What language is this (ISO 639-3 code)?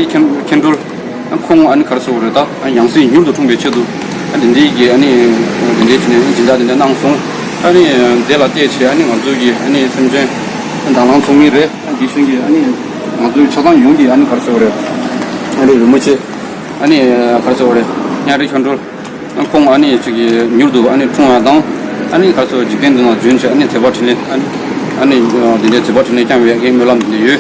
bod